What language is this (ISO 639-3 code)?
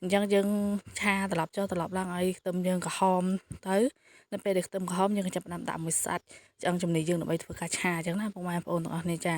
khm